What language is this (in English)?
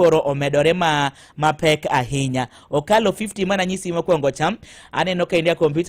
Luo (Kenya and Tanzania)